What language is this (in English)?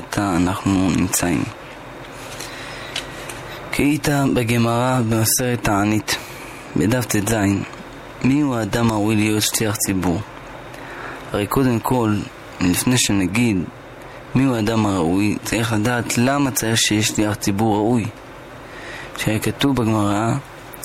Hebrew